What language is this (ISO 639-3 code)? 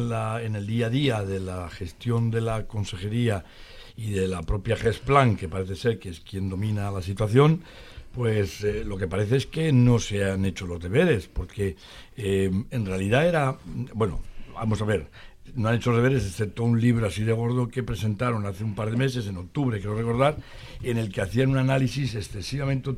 spa